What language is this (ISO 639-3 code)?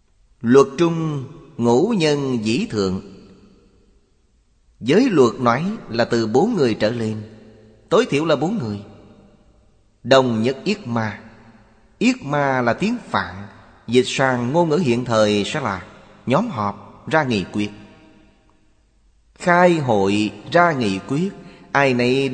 vie